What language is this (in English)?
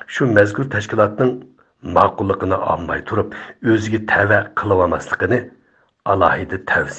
Uyghur